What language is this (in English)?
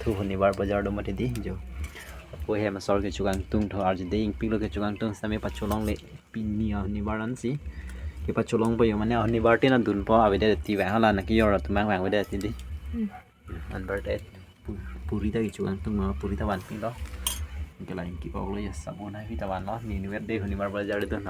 Karbi